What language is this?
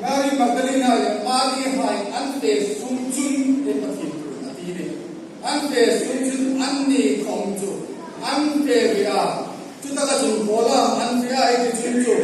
Hmar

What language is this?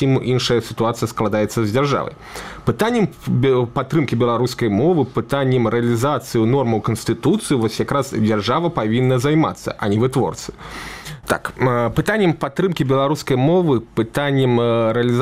Belarusian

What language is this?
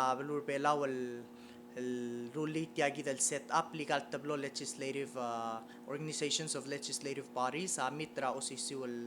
Palauan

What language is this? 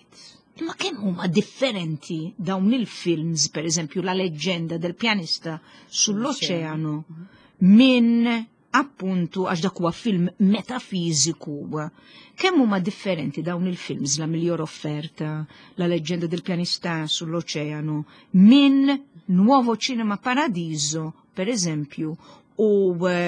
Maltese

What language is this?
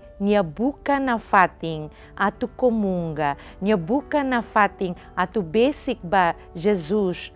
Tetum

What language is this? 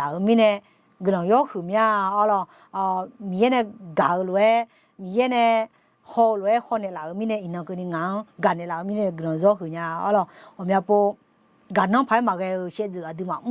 Akha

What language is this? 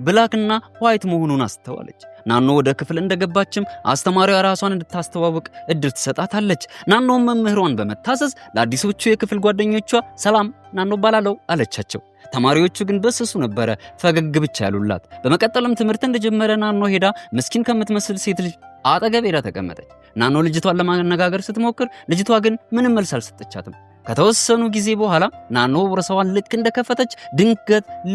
Amharic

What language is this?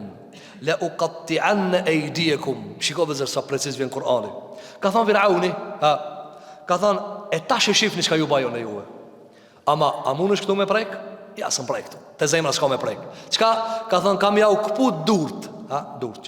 Albanian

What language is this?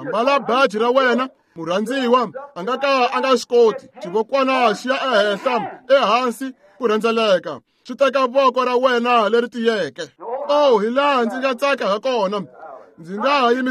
Tsonga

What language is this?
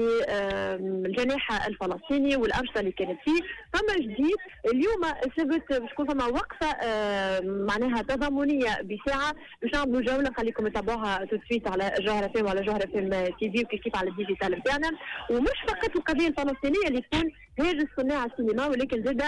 Tunisian Arabic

